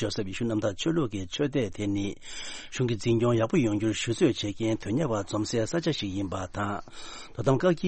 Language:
Tibetan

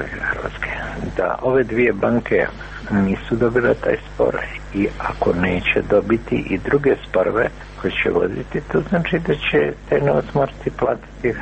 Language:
Croatian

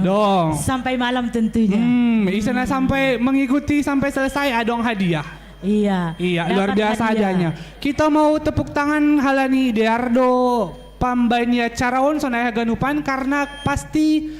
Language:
Batak Simalungun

